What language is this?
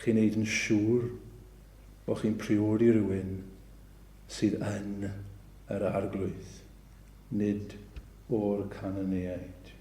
Welsh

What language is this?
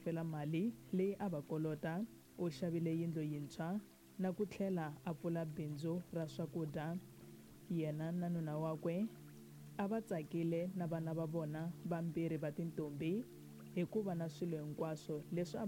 Tsonga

